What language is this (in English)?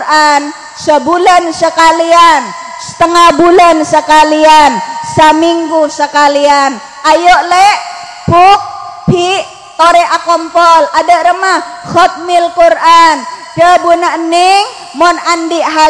Madurese